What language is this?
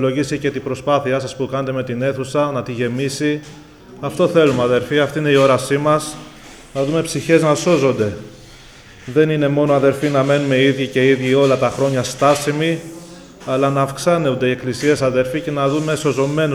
Greek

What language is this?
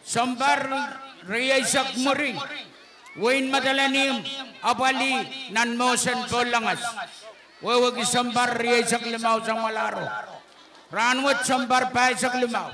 Pohnpeian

